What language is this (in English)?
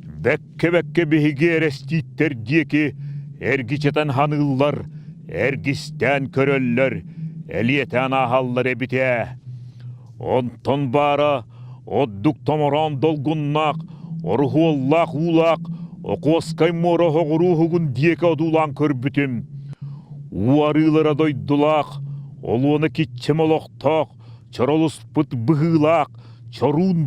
Yakut